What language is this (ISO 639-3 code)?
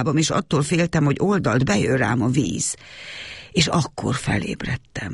hun